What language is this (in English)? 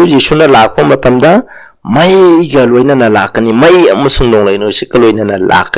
Manipuri